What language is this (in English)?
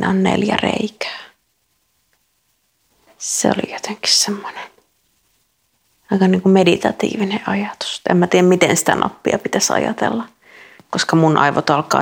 Finnish